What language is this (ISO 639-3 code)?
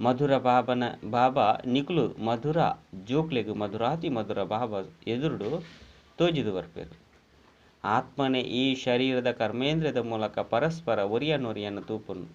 tcy